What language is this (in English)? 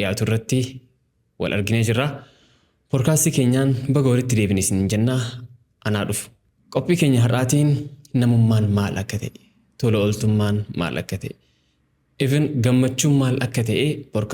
Oromo